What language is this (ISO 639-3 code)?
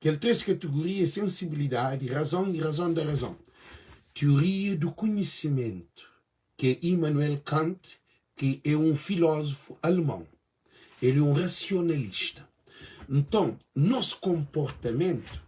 kea